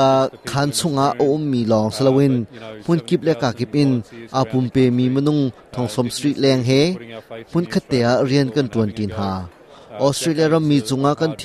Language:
Hakha Chin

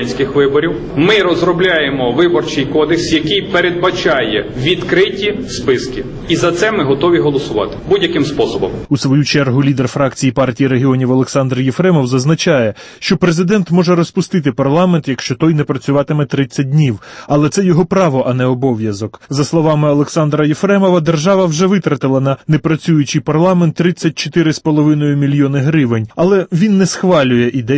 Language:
Ukrainian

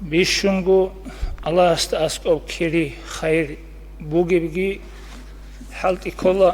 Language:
Avaric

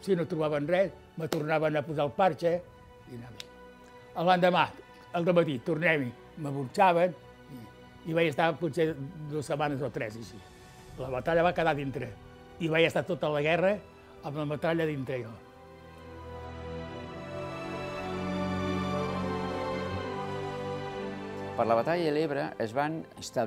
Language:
Catalan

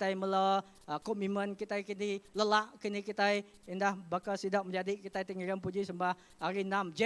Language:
Iban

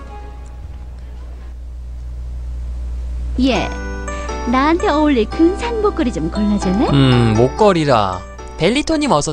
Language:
Korean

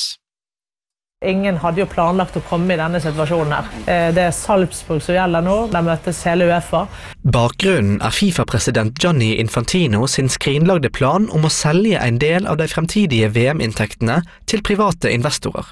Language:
Norwegian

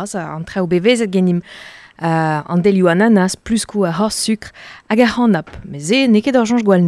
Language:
Breton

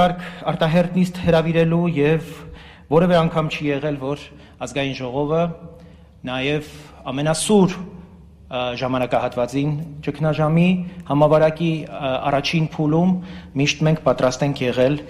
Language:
Armenian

